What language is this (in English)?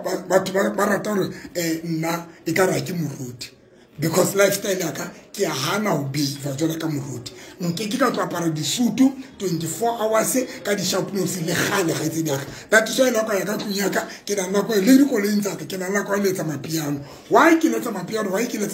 Tswana